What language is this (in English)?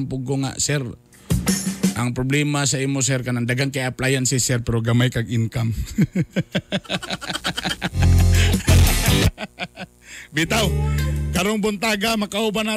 Cebuano